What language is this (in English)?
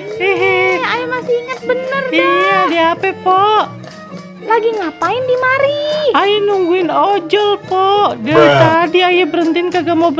Betawi